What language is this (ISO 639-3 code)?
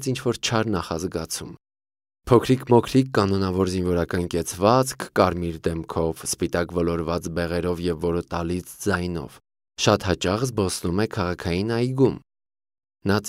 hye